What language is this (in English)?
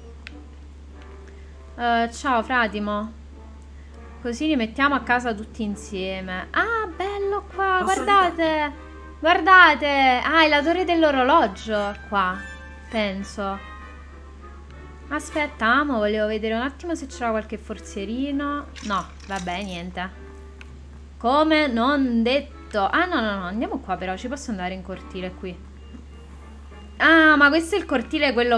Italian